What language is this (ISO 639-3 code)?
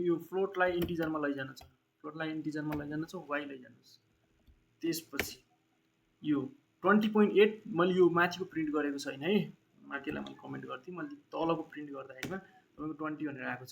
nep